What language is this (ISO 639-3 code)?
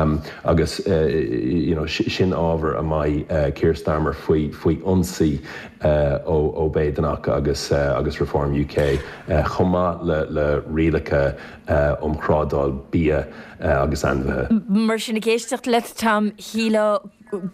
gle